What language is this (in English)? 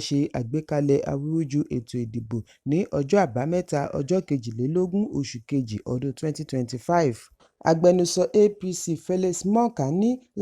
Yoruba